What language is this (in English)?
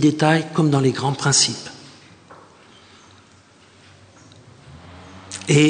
French